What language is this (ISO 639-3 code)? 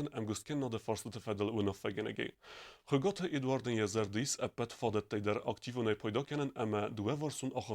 oss